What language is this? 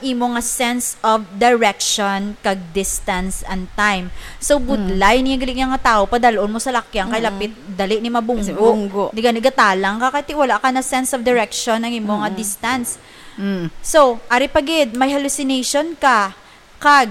Hiligaynon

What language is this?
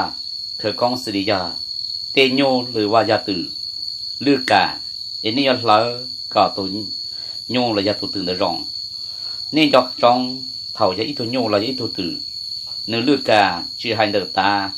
Hmong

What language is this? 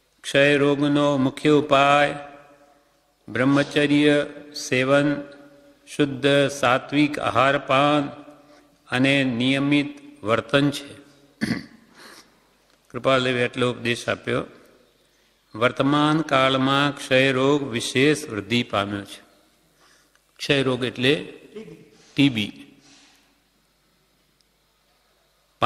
Gujarati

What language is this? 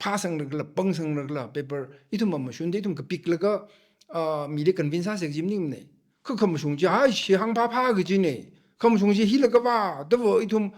Tangkhul Naga (India)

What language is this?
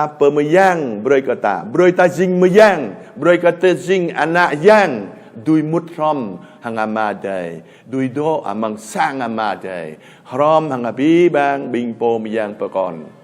Jarai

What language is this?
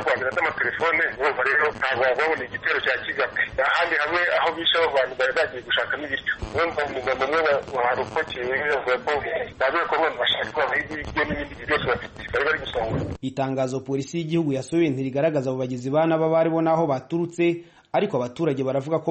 Kinyarwanda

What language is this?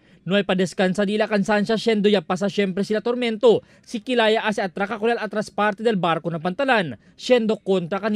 Chavacano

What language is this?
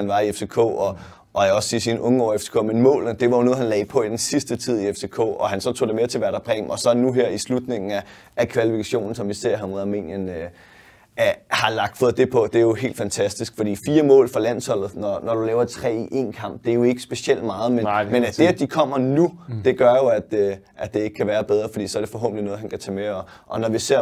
Danish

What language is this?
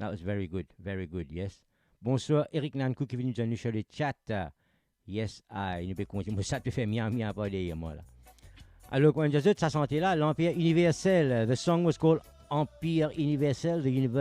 Morisyen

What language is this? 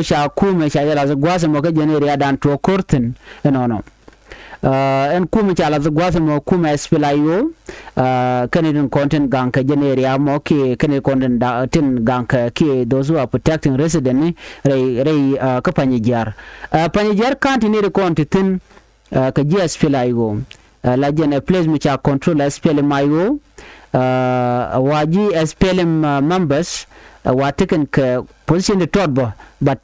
Nuer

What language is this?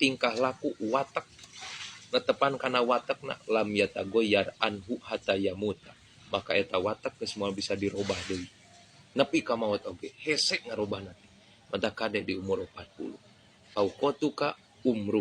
Sundanese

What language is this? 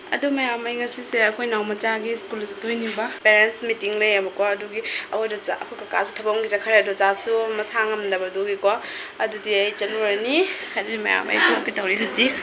Manipuri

